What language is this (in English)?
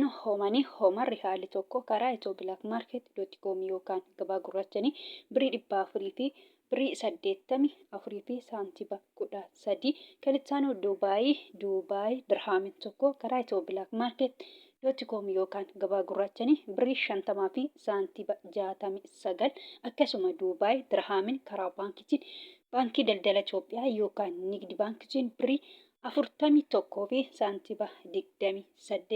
Oromo